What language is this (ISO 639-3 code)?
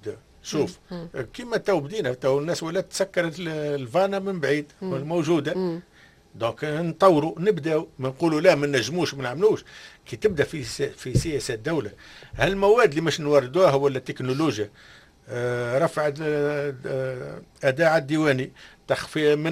aeb